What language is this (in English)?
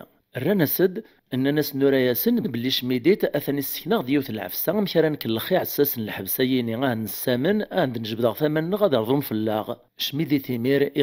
Kabyle